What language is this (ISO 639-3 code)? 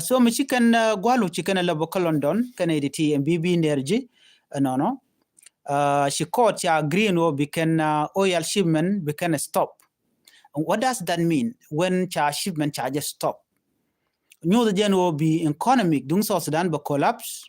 nus